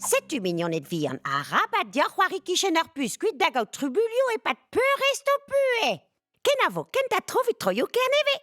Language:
Breton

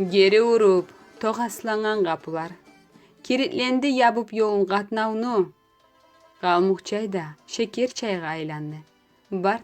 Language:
Kumyk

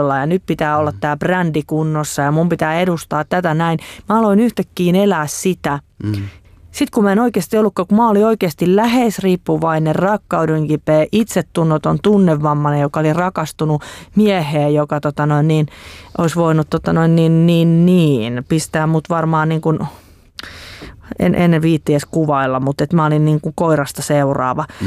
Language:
Finnish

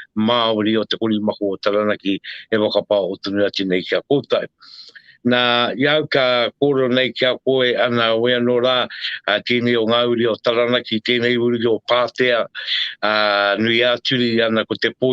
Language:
Māori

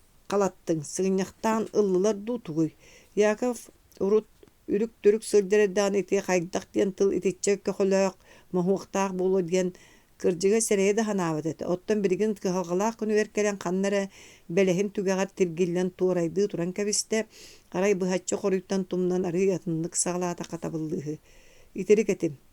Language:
Yakut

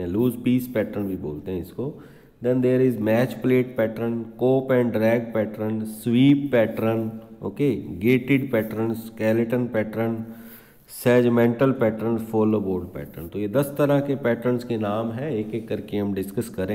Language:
Hindi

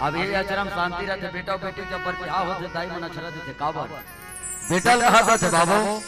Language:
Chhattisgarhi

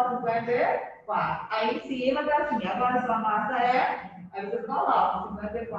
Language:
Portuguese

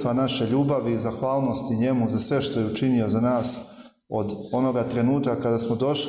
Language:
Serbian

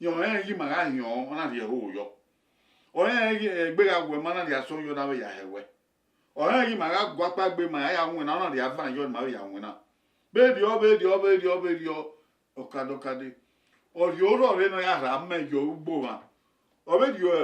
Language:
Bini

